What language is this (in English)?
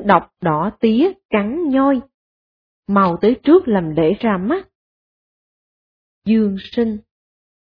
Vietnamese